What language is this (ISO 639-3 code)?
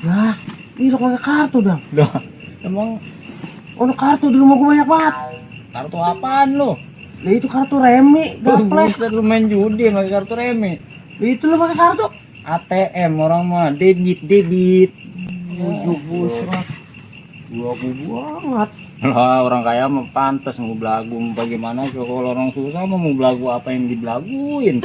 bew